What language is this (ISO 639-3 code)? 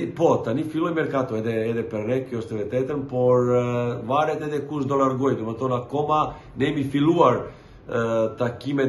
sqi